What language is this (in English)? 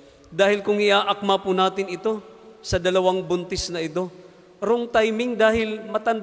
Filipino